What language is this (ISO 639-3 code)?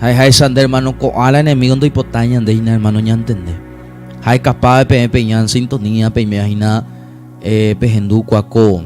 grn